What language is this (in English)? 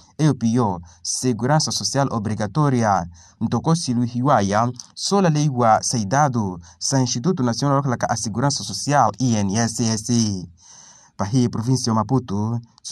Makhuwa